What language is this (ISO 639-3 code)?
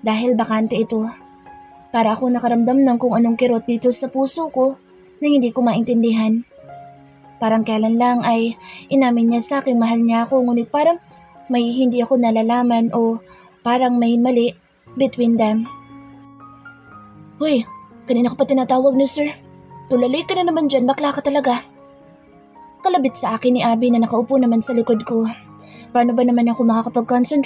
fil